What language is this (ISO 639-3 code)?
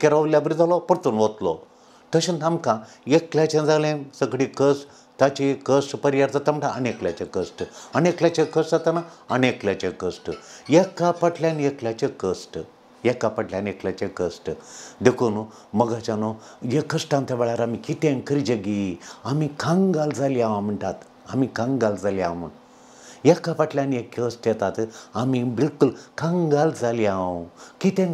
kok